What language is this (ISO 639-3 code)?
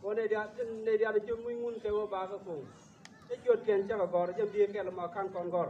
nus